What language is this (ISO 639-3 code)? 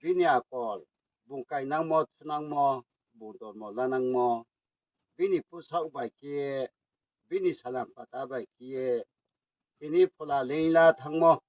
ria